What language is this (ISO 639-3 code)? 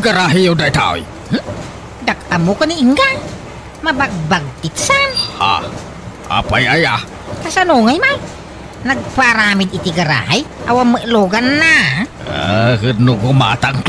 ilo